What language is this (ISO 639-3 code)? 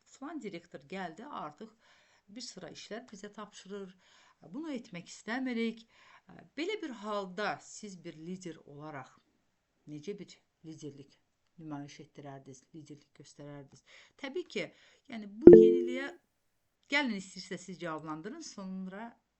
aze